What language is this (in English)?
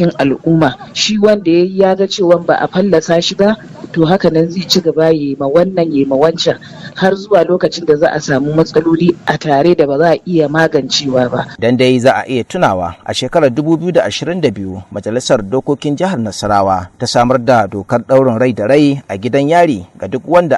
Hausa